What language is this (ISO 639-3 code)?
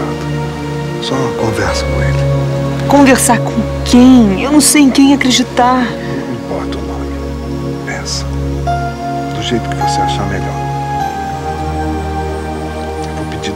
por